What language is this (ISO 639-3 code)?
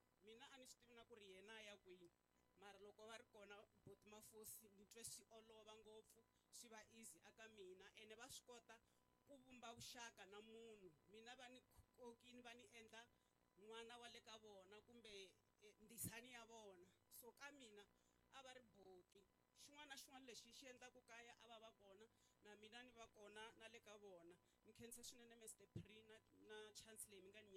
tso